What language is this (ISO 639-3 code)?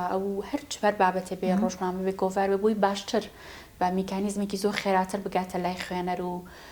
ckb